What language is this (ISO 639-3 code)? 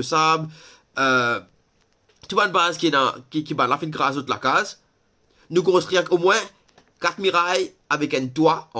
mfe